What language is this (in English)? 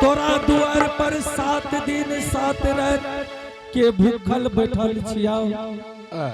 Angika